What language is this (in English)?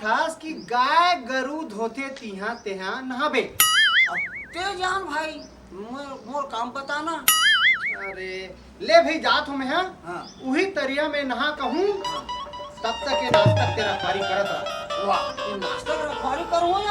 Chhattisgarhi